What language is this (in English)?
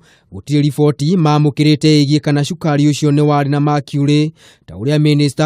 Kikuyu